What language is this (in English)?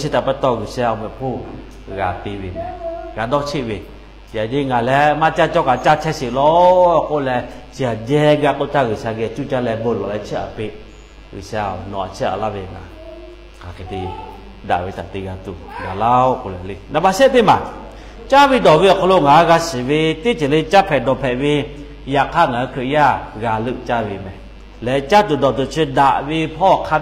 Lahu